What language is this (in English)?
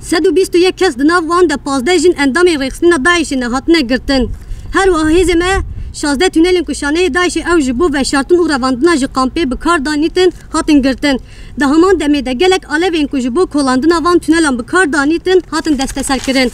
Kurdish